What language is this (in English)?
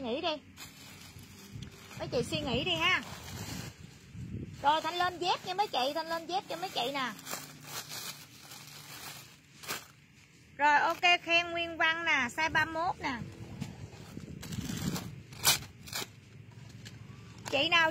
Vietnamese